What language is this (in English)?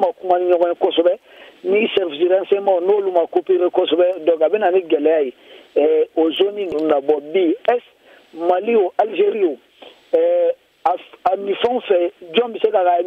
Bambara